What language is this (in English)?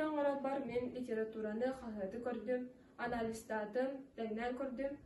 Yakut